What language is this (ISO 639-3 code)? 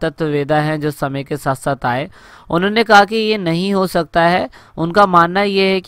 hin